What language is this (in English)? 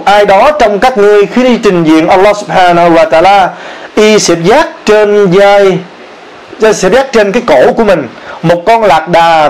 Vietnamese